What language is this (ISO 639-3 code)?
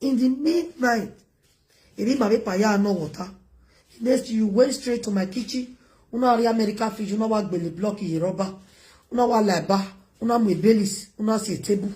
pcm